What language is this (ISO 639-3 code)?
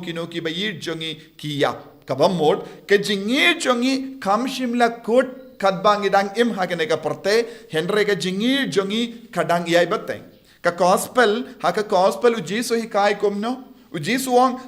kha